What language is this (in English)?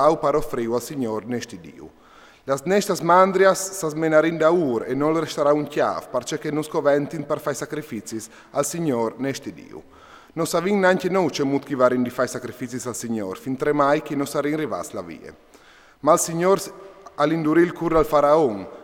Friulian